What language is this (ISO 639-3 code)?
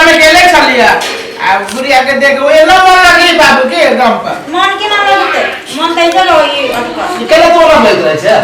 mai